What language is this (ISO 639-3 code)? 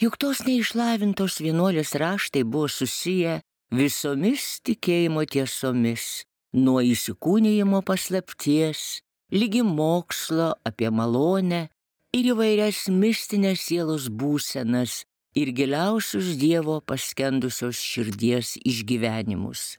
lit